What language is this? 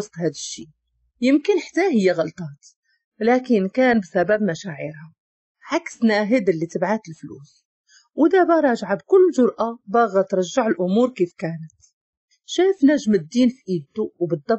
Moroccan Arabic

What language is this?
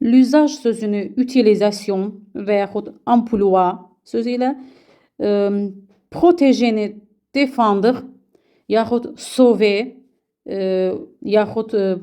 Azerbaijani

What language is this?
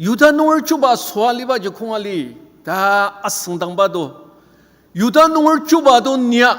Ao Naga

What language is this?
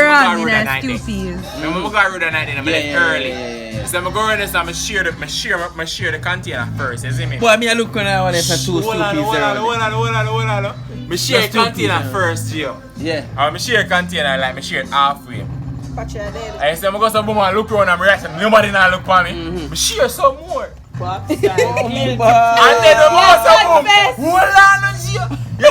Jamaican Creole English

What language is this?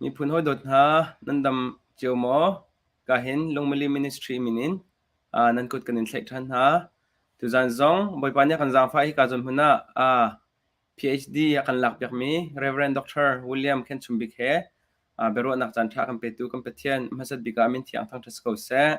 Hakha Chin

